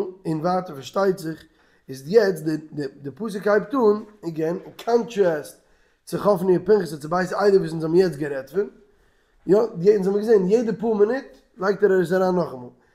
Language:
Yiddish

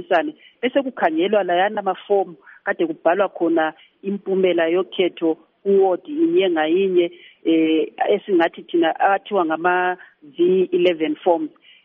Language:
North Ndebele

